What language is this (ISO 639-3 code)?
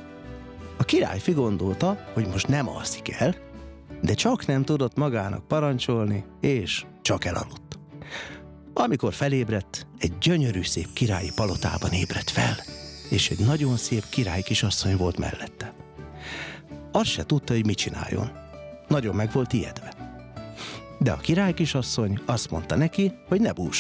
hun